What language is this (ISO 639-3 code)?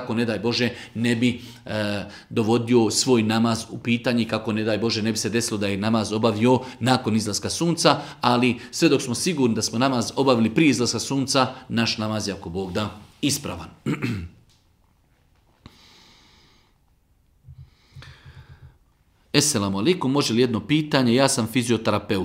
bos